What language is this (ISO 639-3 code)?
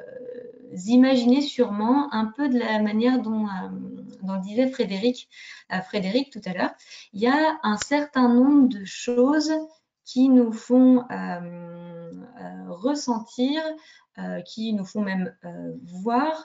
fra